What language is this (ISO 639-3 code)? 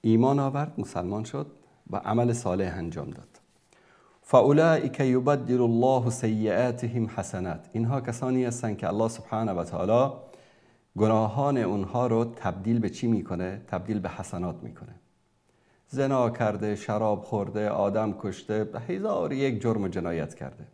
fas